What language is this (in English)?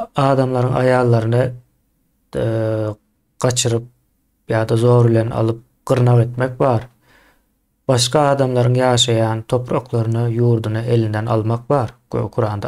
Turkmen